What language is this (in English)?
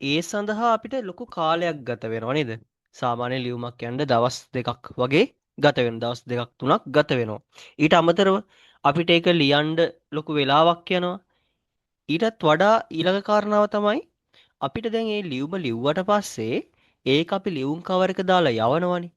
Sinhala